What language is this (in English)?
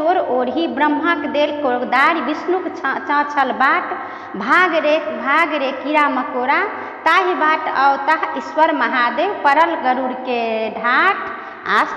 Maithili